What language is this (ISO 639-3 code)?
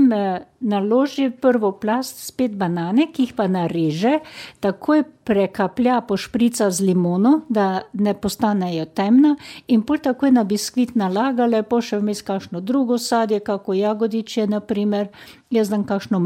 slv